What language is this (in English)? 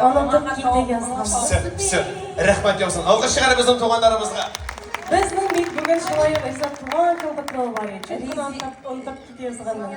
Bashkir